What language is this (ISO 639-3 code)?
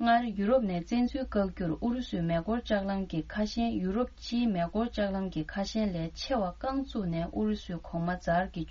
bod